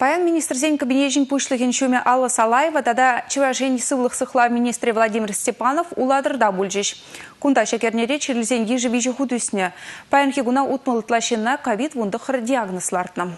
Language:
Chuvash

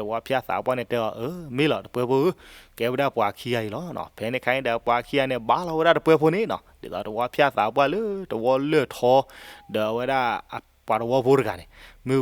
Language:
S'gaw Karen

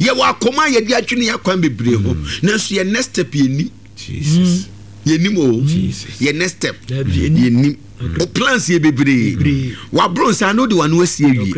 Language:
Akan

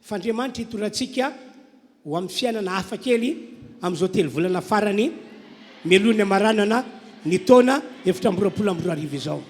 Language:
Malagasy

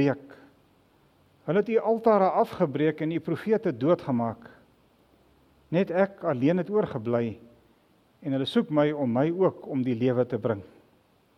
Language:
Afrikaans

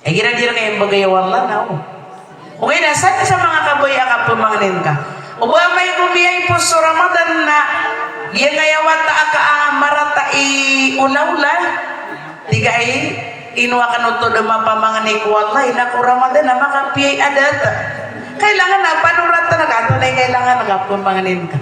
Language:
Maranao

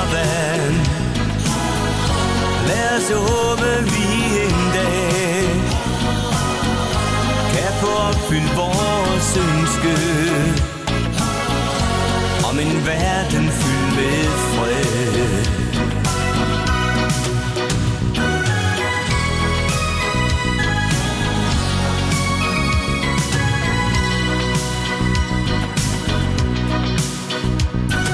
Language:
Danish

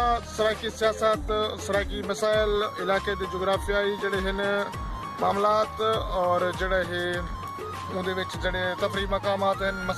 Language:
Saraiki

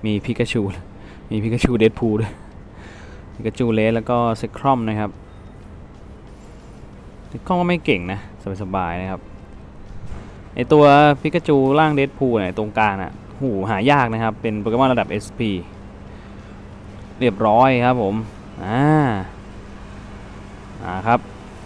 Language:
Thai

